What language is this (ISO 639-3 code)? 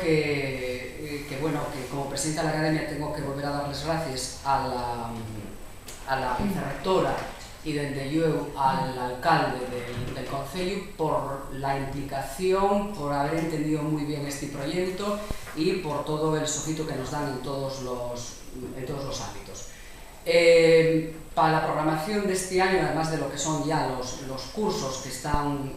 ast